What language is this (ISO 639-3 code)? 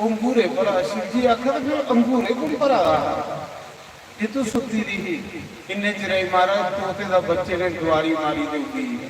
doi